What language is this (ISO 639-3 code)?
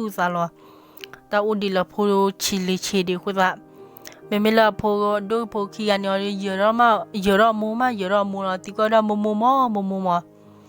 ksw